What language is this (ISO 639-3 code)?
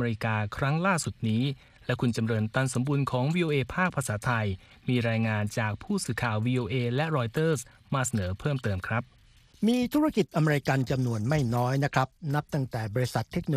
tha